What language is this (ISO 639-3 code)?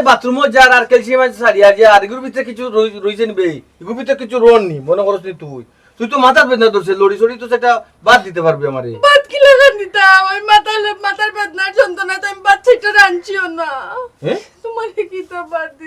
syl